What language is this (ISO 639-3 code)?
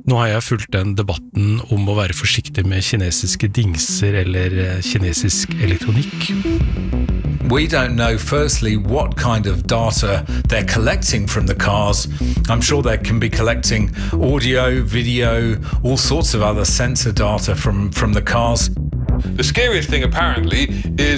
nor